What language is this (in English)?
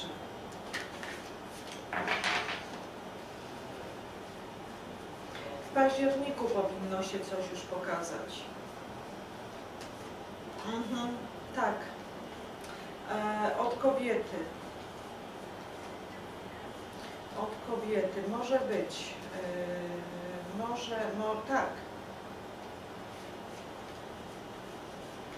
Polish